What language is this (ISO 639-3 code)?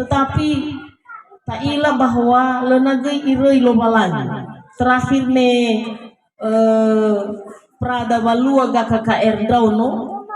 nia